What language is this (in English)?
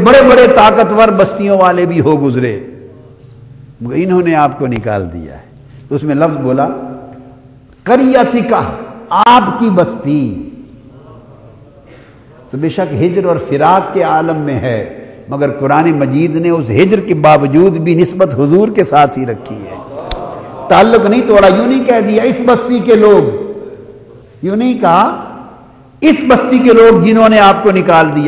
Urdu